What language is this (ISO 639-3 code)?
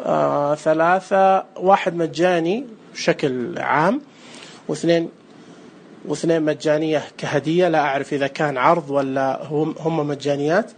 ars